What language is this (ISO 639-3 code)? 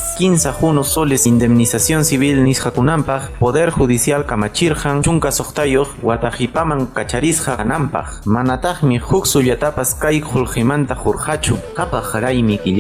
que